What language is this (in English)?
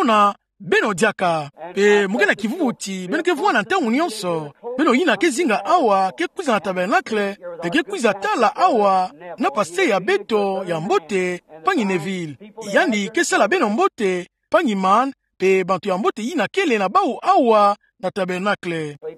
Kituba (Democratic Republic of Congo)